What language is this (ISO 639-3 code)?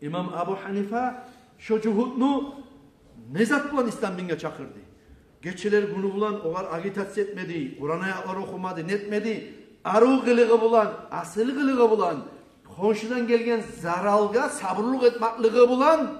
kum